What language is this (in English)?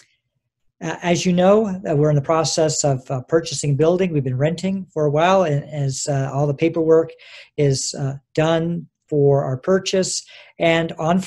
English